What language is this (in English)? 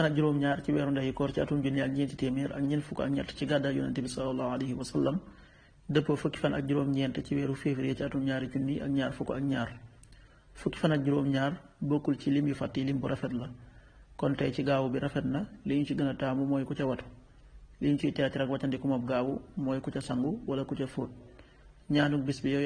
Wolof